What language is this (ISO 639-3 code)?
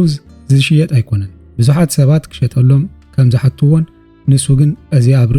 tir